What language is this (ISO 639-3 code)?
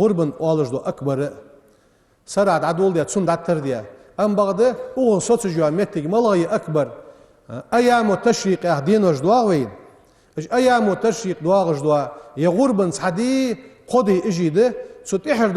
inh